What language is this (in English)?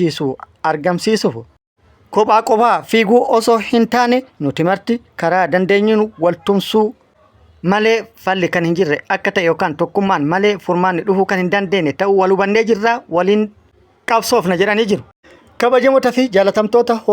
Oromo